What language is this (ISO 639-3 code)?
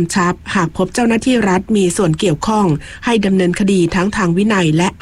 tha